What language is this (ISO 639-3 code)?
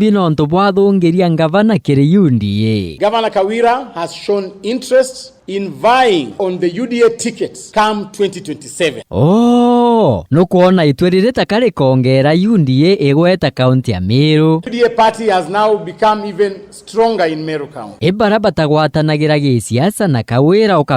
mer